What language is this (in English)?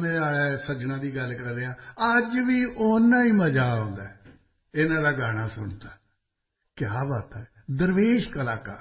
Punjabi